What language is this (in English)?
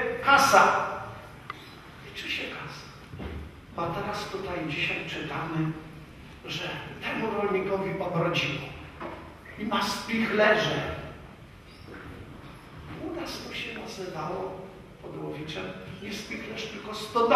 Polish